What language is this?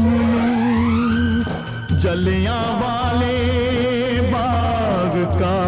Hindi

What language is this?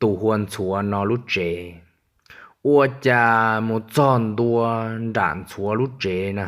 Hmong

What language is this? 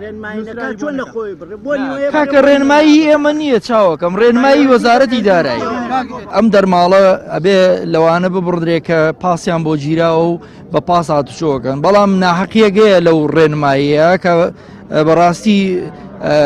Central Kurdish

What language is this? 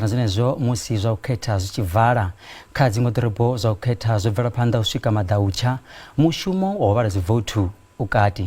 Venda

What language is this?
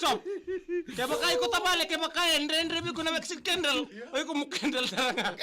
Fijian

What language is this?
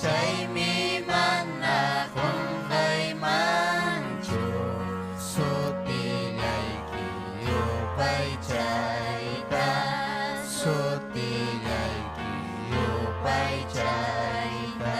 Ayacucho Quechua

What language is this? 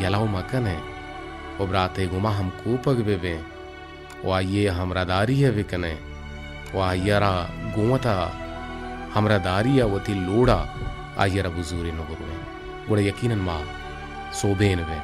Baluchi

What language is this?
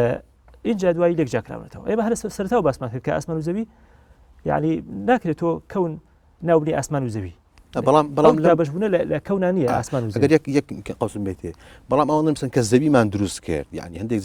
Central Kurdish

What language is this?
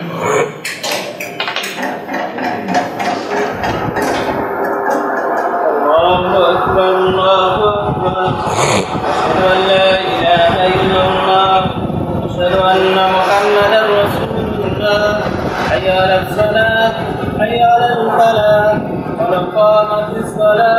Bangla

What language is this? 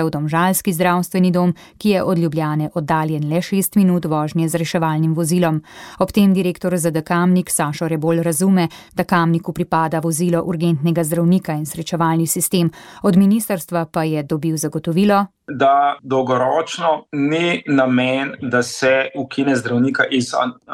Slovenian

